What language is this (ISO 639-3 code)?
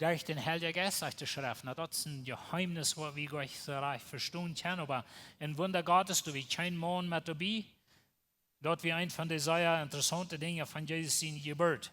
pdt